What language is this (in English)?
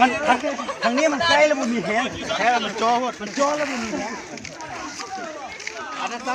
Lao